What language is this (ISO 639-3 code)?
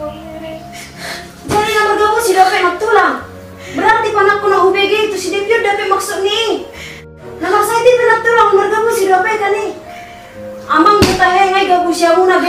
bbc